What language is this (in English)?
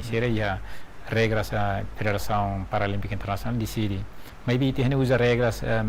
Tetum